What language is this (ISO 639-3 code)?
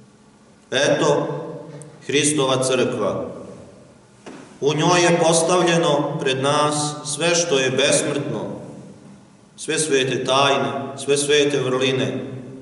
srp